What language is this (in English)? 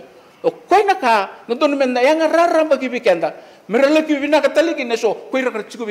Fijian